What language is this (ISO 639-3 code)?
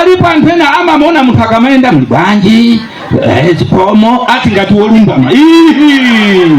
nya